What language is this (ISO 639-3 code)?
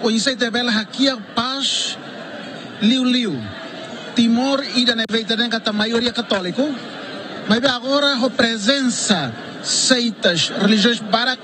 tet